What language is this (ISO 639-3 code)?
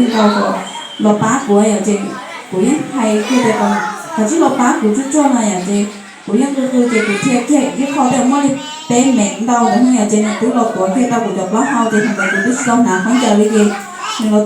hmn